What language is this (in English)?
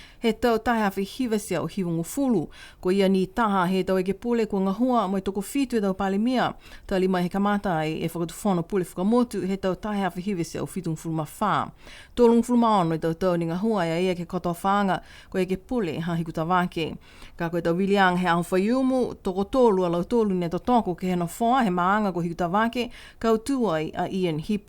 Niuean